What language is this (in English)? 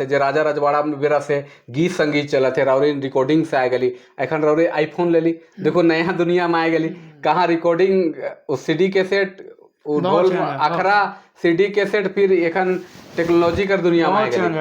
Sadri